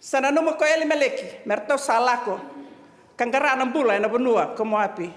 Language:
Fijian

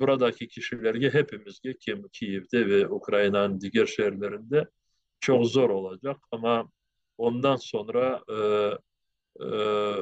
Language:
Crimean Tatar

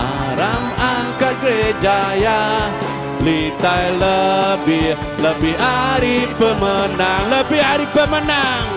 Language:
Iban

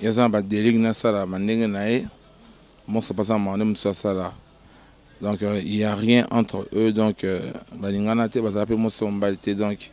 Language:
Lingala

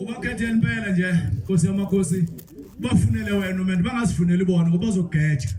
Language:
Zulu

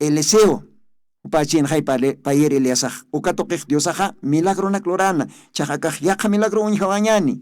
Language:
Aymara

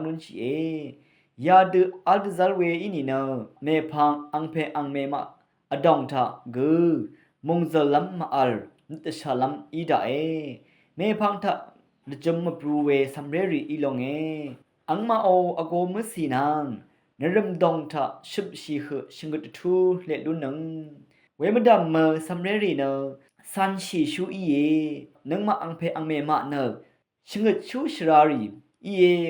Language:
Rawang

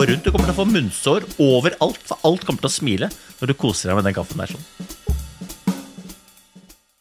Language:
Norwegian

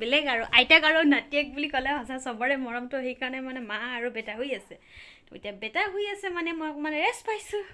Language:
Assamese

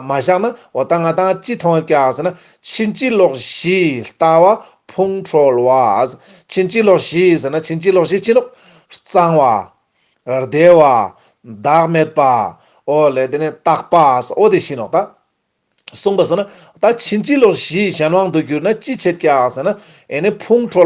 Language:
Ladakhi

